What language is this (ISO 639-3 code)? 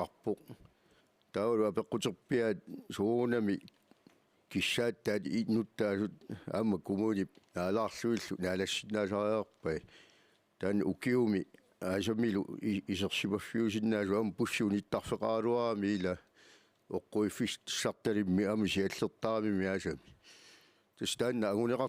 kal